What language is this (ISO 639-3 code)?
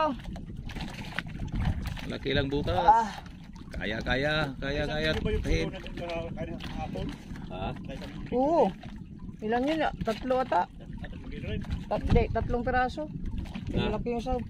fil